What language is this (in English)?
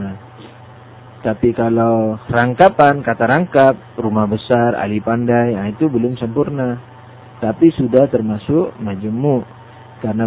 Indonesian